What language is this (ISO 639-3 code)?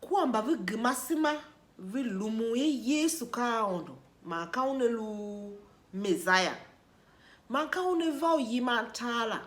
tiv